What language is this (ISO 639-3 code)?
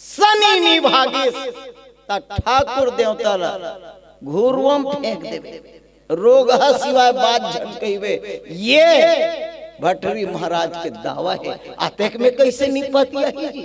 hne